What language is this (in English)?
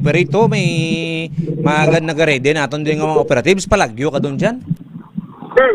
Hiligaynon